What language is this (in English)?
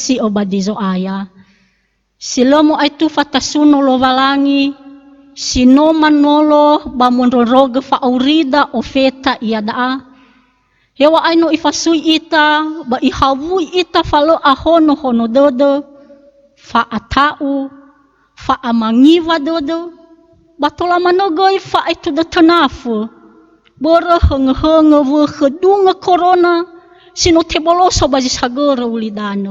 Nias